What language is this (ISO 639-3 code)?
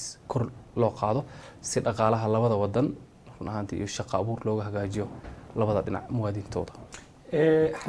som